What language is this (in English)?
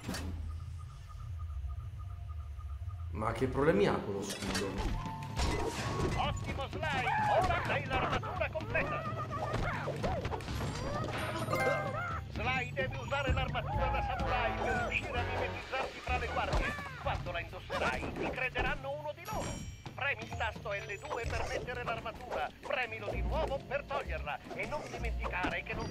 Italian